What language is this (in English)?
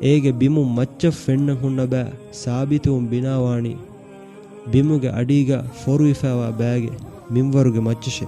Divehi